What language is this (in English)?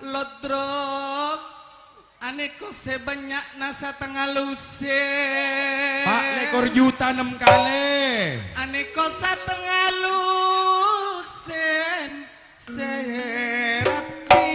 Madurese